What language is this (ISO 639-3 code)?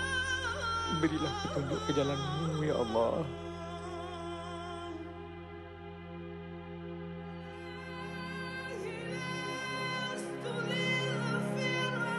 msa